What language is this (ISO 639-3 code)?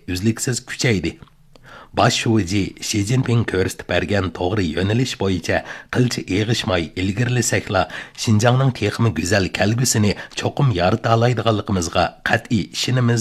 uig